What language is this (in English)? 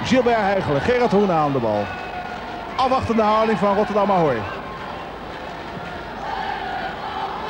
Dutch